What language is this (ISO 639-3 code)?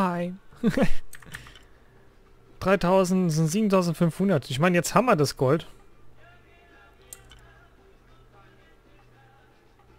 deu